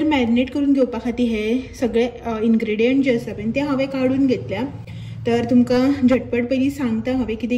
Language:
Konkani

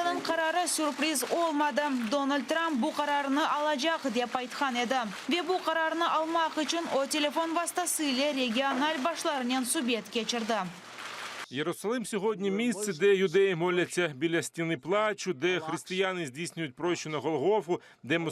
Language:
Crimean Tatar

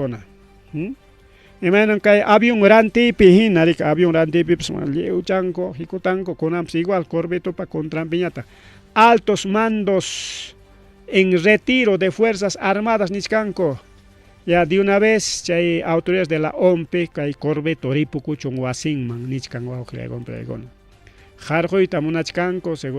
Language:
Ayacucho Quechua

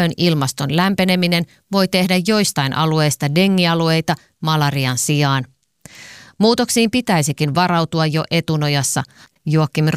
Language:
Finnish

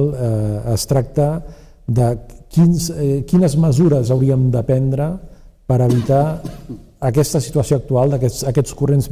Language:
Catalan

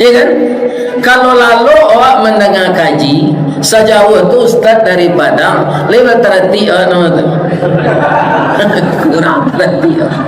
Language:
Minangkabau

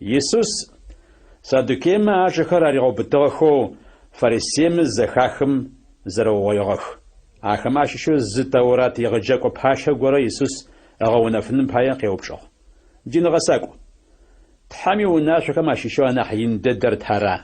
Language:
Adyghe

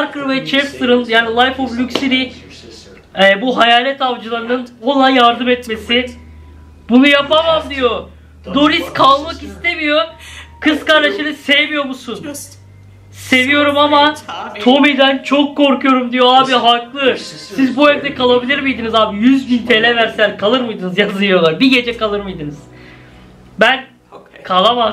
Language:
Turkish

